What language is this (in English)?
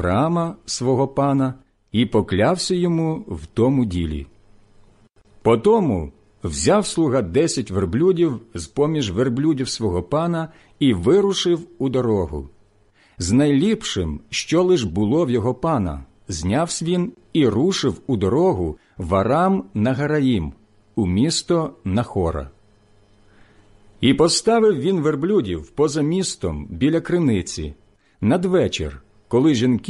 Ukrainian